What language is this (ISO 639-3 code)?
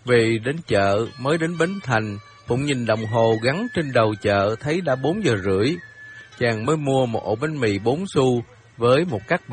vie